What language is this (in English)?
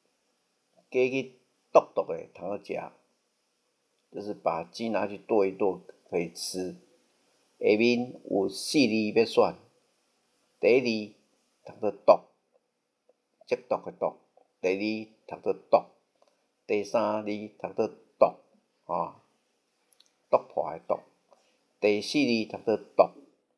Min Nan Chinese